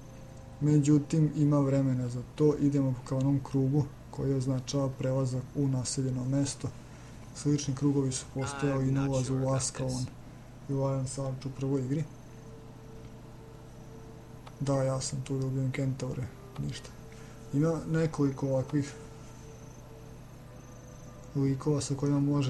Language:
Serbian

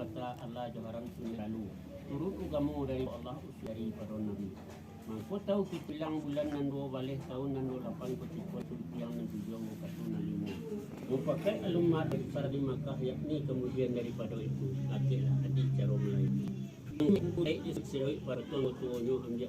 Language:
Minangkabau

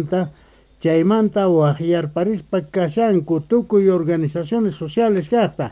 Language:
South Bolivian Quechua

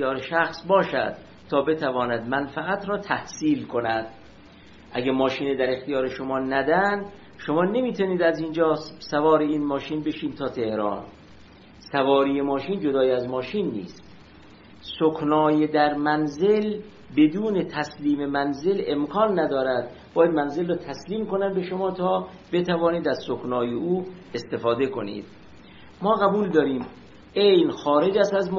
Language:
Persian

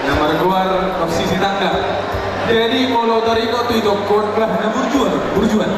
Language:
Batak Toba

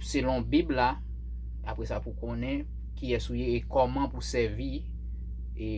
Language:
Haitian Creole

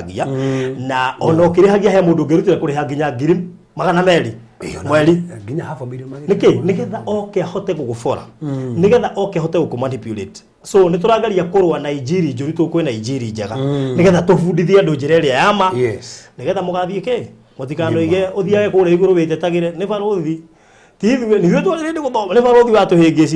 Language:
Kikuyu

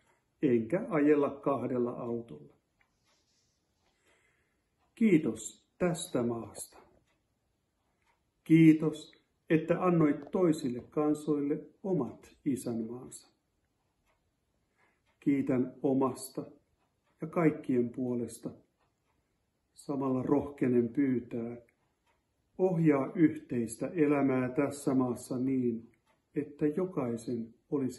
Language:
Finnish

